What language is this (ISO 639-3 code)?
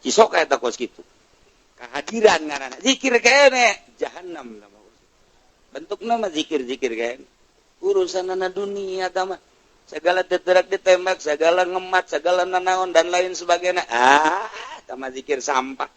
sun